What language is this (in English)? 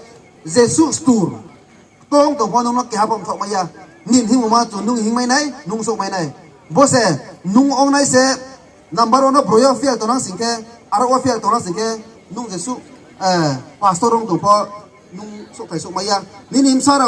Riang (India)